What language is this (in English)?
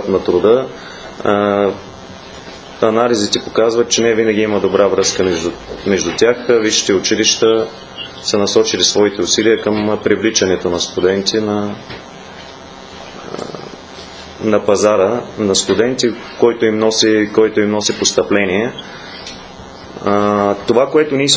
Bulgarian